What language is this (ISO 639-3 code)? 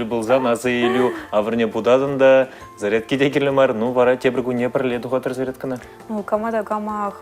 chv